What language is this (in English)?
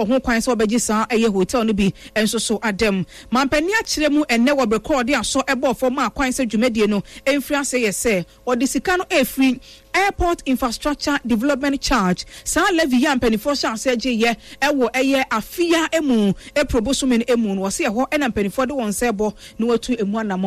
Akan